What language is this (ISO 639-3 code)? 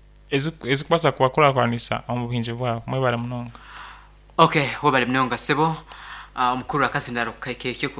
nyn